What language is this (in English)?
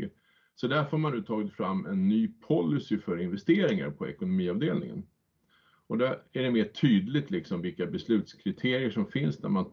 Swedish